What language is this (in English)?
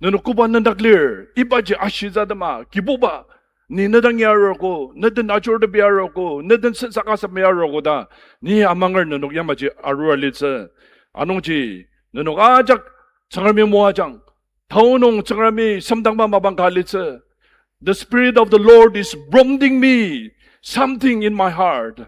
Ao Naga